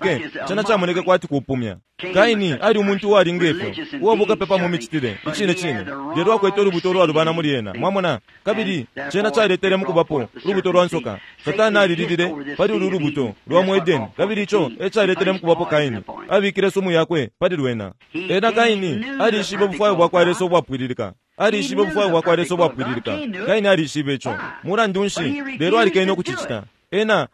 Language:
Bemba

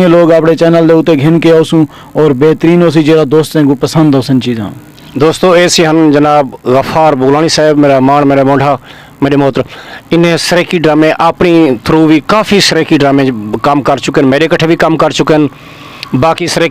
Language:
Saraiki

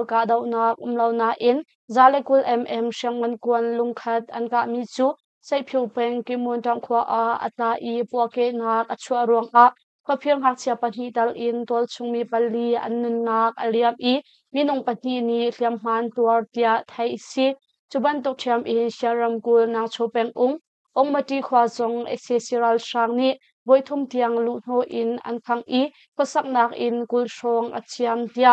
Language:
Hakha Chin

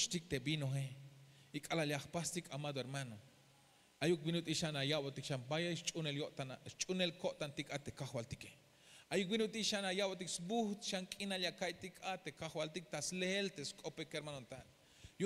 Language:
Tzeltal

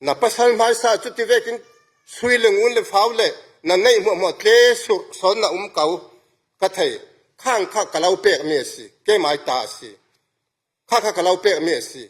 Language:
Falam Chin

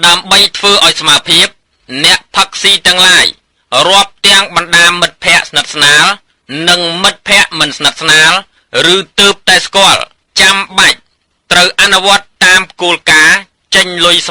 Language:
Khmer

